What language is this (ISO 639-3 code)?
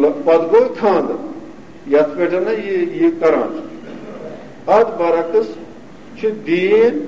kas